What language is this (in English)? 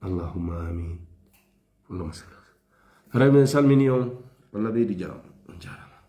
Fula